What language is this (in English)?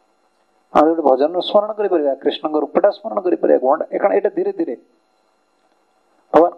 Odia